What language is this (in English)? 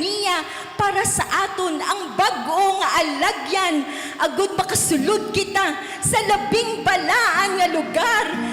Hiligaynon